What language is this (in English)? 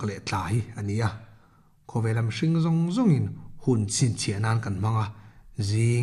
Mizo